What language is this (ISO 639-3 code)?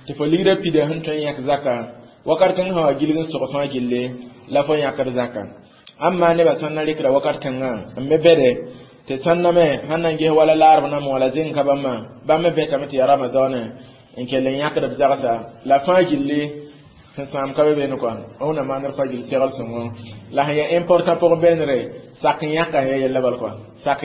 mos